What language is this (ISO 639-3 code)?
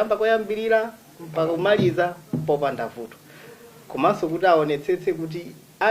nya